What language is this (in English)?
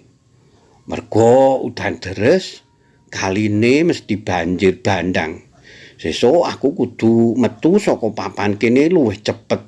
Javanese